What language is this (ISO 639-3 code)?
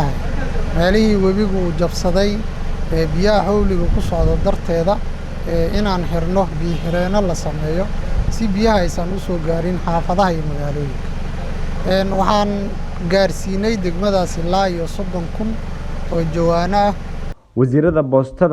som